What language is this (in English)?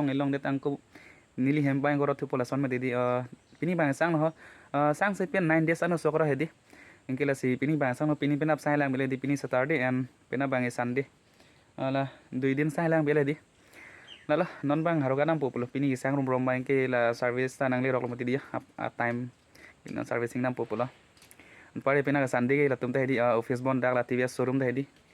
Karbi